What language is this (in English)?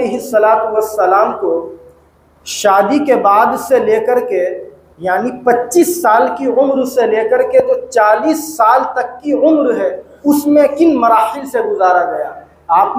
Hindi